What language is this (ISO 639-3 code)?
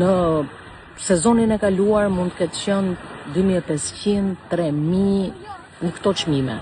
sqi